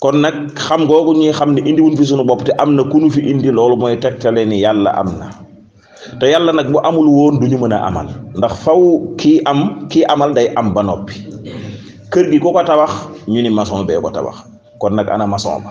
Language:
Wolof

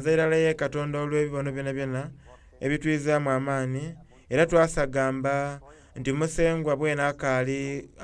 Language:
Soga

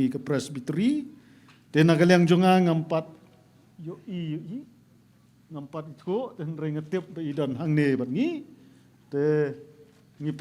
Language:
Khasi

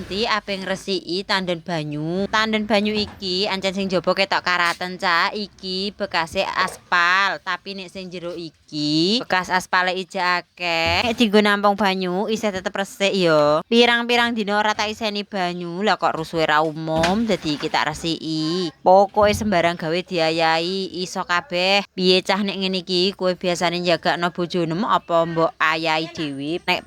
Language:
Javanese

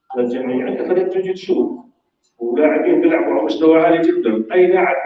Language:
North Levantine Arabic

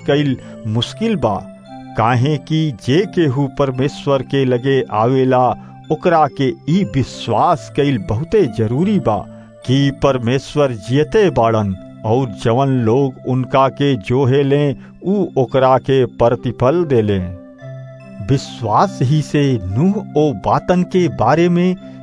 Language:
Bhojpuri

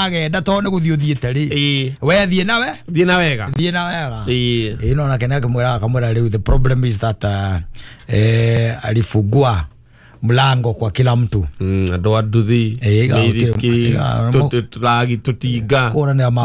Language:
Kikuyu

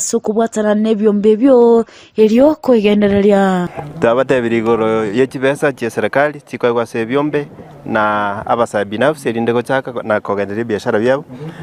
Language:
Gusii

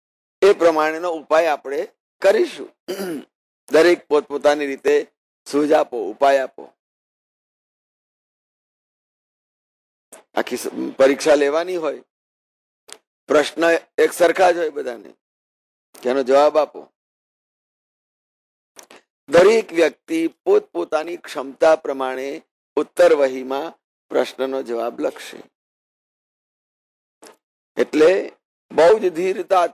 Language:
Gujarati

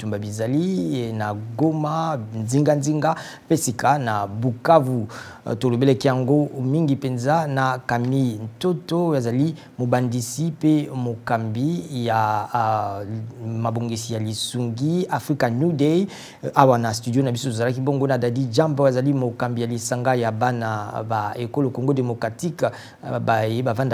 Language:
Lingala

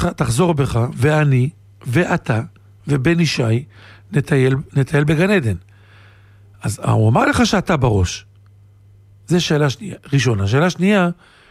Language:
Hebrew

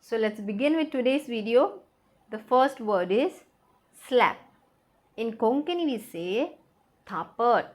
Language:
Konkani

